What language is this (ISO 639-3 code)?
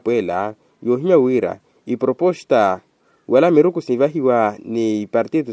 vmw